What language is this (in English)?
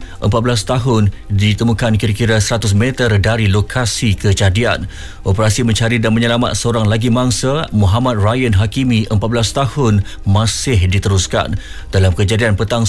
Malay